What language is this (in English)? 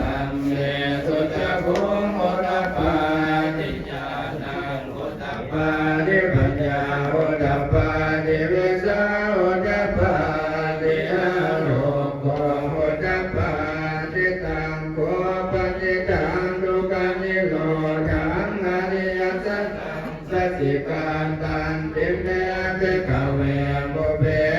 Pali